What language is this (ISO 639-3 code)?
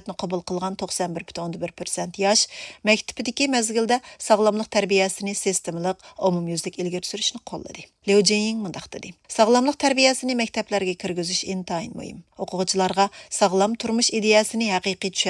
uig